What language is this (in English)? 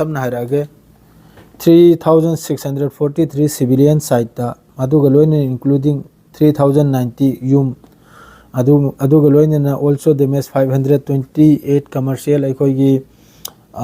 Manipuri